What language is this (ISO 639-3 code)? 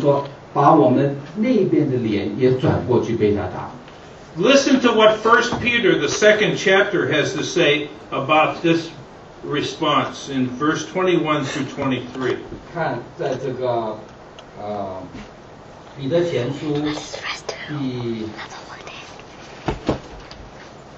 zho